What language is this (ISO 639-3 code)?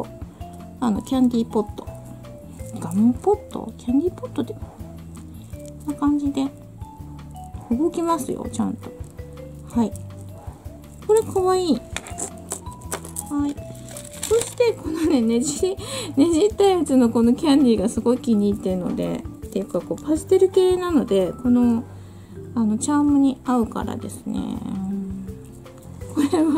jpn